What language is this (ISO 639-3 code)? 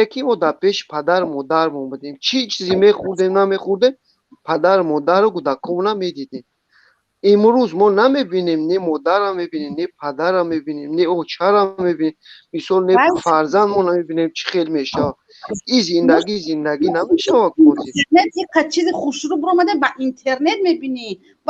tgk